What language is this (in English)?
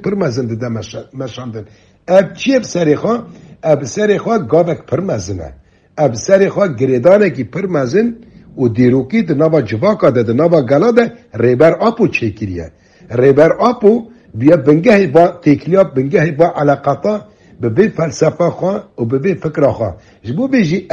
Kurdish